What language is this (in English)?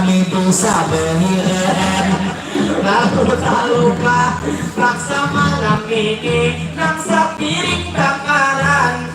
Banjar